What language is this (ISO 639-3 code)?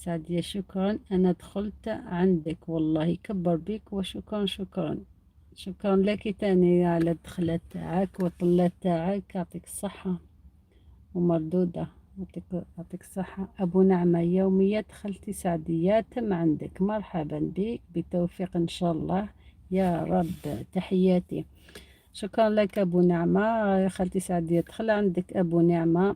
arq